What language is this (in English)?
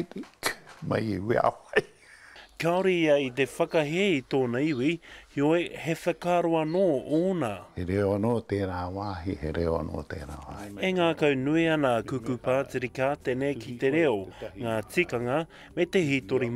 Māori